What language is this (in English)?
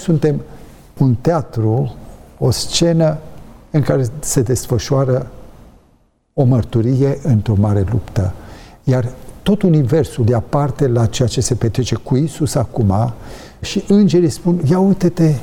Romanian